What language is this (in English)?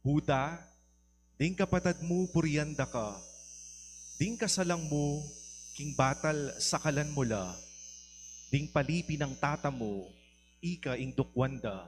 Pampanga